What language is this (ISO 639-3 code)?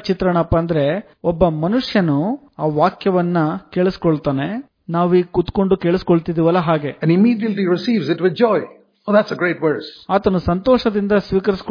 kan